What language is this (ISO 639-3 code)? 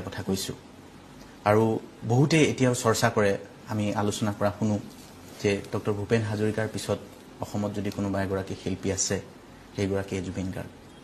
asm